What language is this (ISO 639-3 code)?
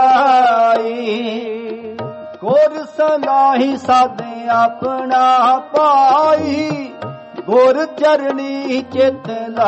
pan